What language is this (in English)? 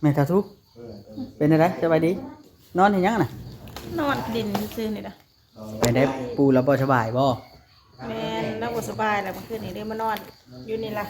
Northeastern Thai